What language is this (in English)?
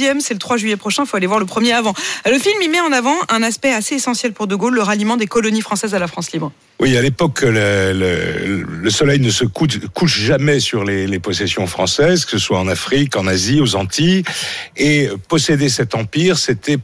French